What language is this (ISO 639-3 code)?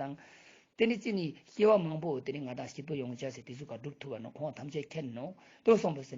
lbj